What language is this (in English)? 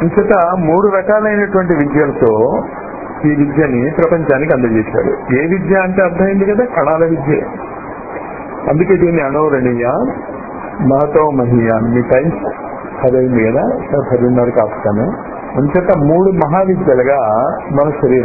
Telugu